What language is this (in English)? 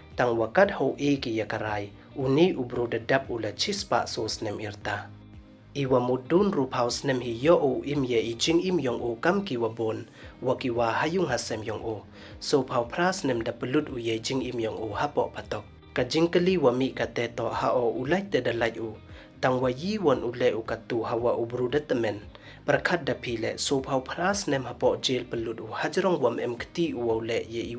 Pnar